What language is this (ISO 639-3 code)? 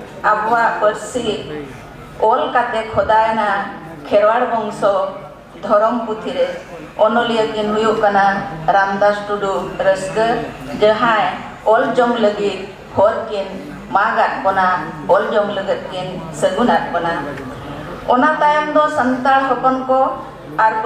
sat